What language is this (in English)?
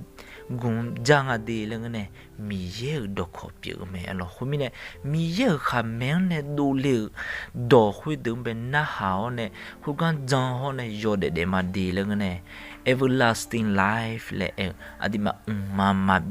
Akha